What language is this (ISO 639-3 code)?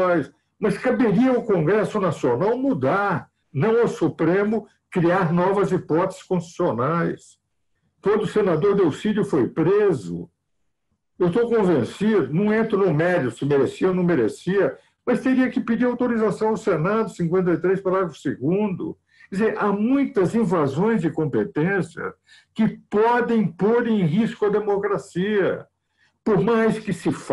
por